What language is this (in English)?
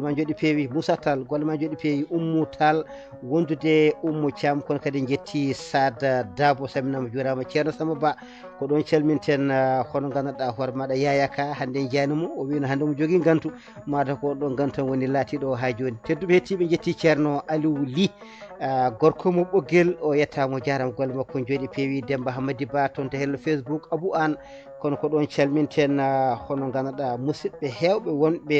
Fula